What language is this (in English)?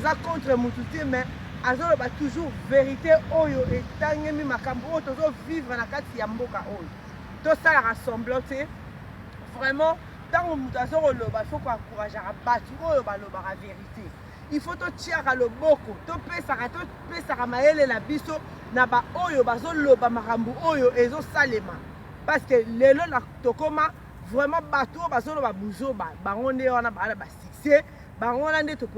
Lingala